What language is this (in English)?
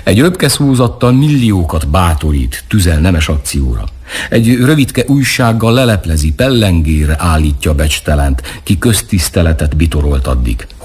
Hungarian